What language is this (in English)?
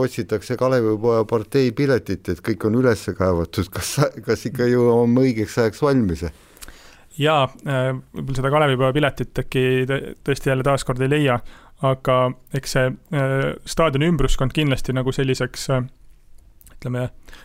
Estonian